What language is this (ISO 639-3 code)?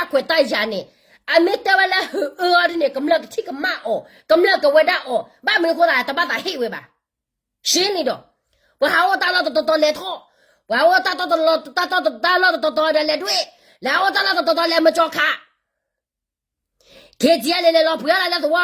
ksw